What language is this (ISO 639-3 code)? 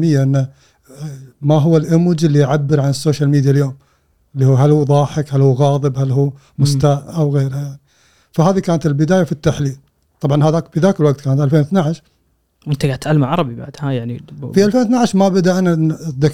afb